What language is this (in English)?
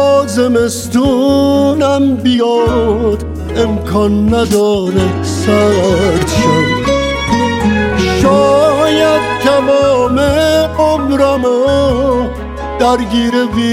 Persian